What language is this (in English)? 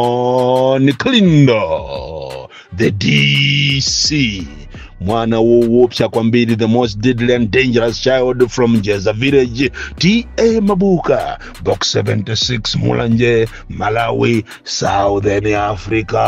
Nyanja